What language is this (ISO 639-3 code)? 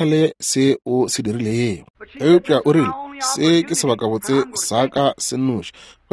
nso